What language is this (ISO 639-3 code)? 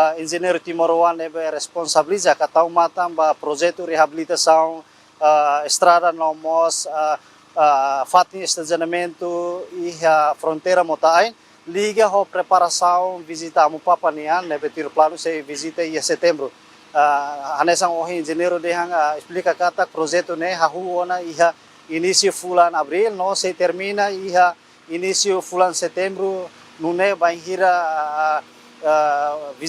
tet